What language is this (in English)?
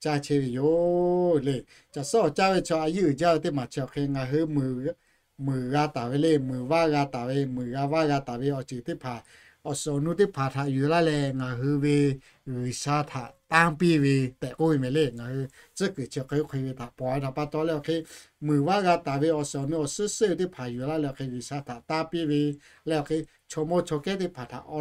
Lahu